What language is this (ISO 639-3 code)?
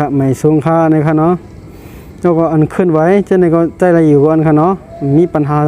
shn